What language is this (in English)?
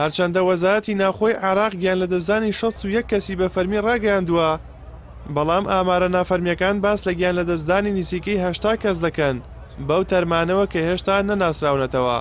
Central Kurdish